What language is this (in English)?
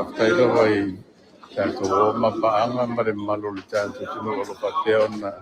Samoan